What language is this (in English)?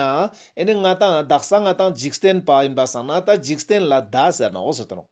Ladakhi